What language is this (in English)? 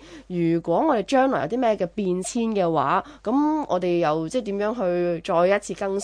Cantonese